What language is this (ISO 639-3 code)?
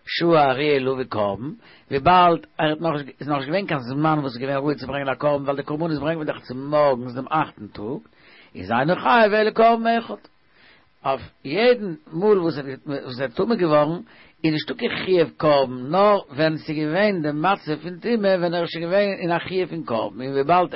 yid